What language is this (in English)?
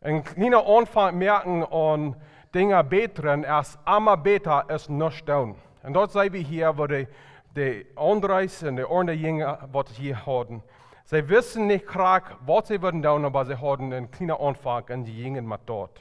Plautdietsch